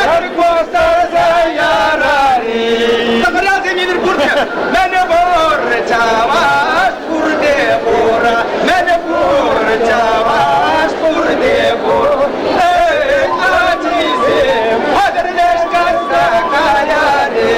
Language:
Chuvash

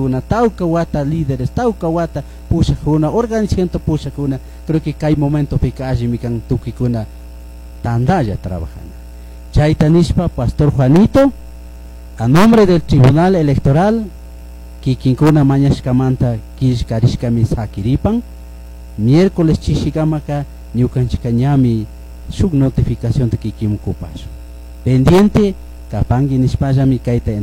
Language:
Chimborazo Highland Quichua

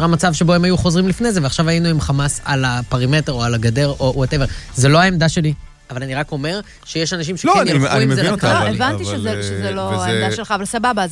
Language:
Hebrew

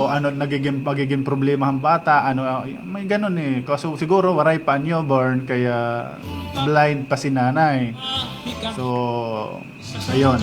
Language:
Waray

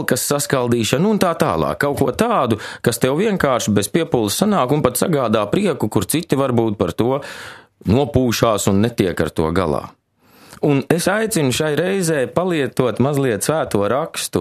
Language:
Latvian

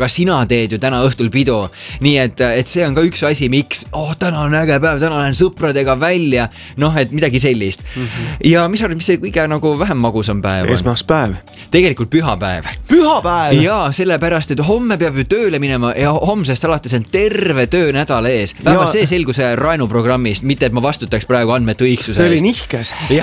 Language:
Estonian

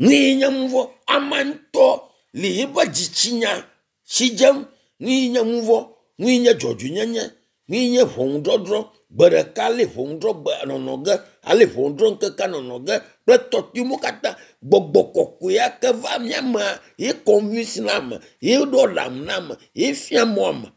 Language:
Ewe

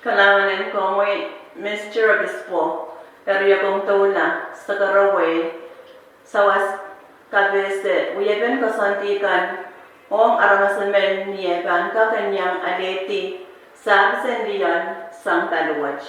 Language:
Pohnpeian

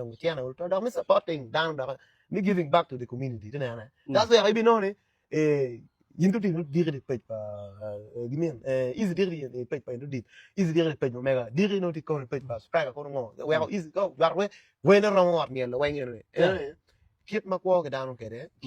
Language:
Acoli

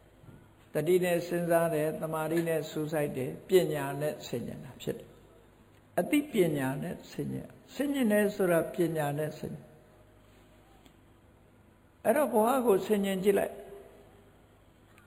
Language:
Burmese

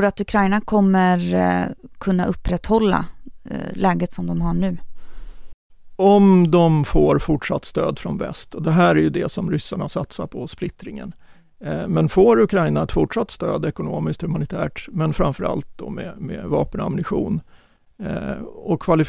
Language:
Swedish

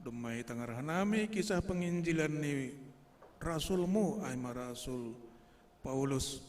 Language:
Batak Simalungun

